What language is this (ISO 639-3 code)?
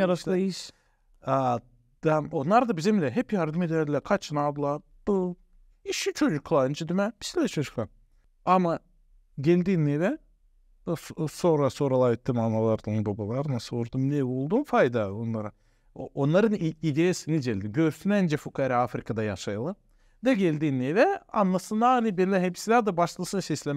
gag